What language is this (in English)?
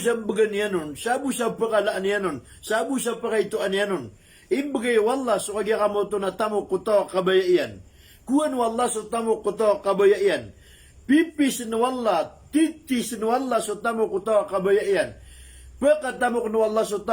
Maranao